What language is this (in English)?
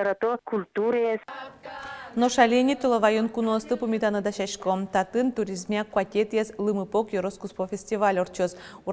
Udmurt